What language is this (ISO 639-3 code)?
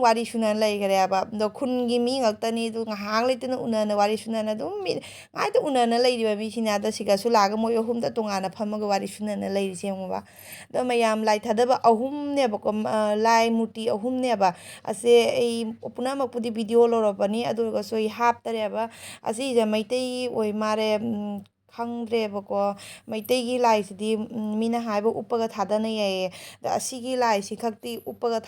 mni